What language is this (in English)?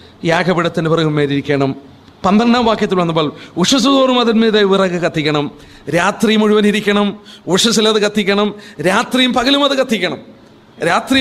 Malayalam